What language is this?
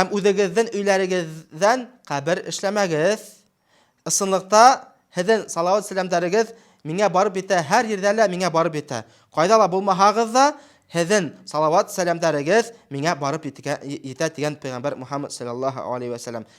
Bashkir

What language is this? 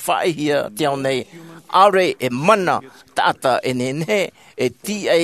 Tahitian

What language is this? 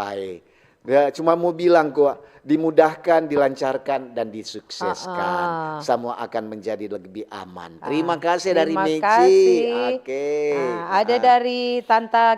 Manado Malay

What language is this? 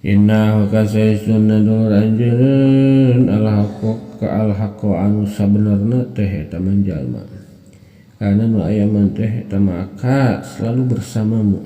Sundanese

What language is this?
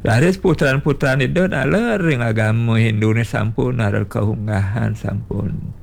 Balinese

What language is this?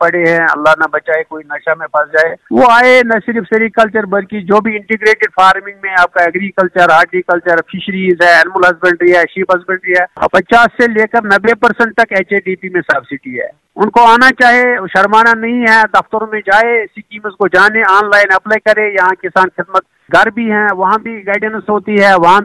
Urdu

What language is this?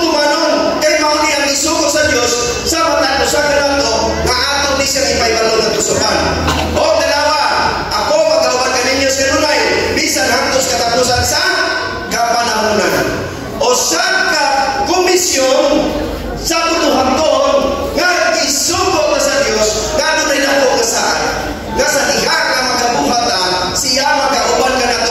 Cebuano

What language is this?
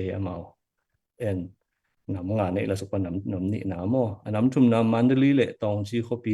Tedim Chin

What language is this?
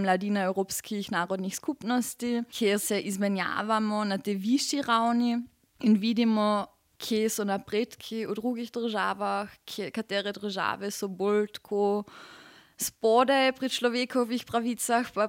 Slovenian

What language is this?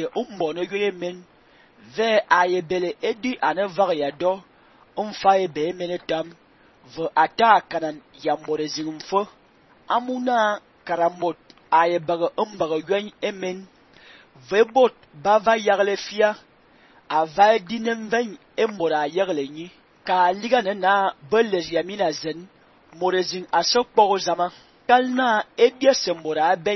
Fang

